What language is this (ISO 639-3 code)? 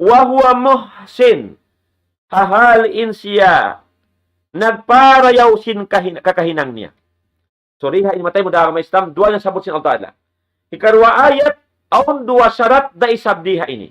tsg